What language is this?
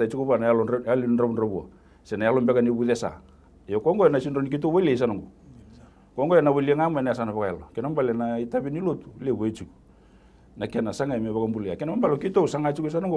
Fijian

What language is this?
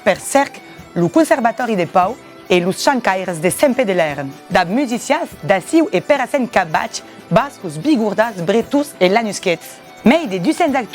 Occitan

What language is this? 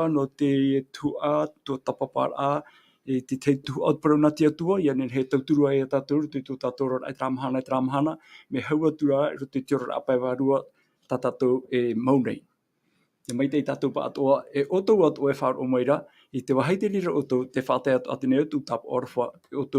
Tahitian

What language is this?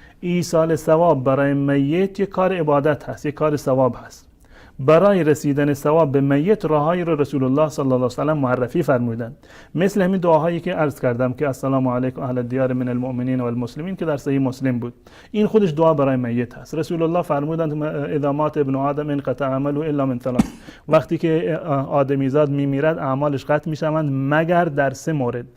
Persian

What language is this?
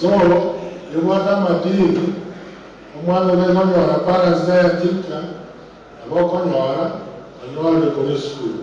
Gusii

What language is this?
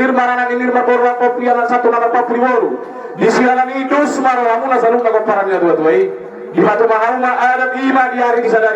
Batak Toba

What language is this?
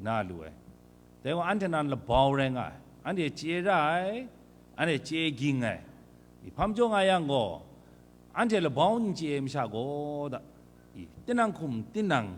Kachin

